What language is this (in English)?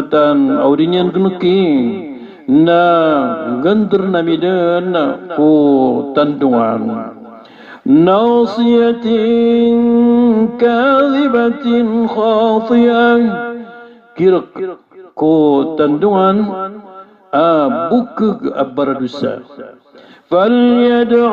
Maranao